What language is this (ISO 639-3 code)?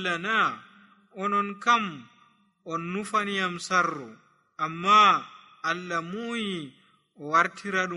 fuv